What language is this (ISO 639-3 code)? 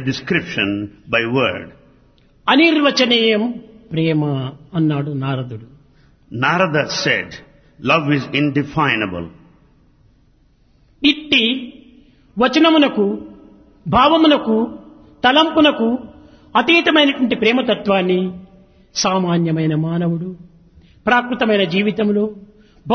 tel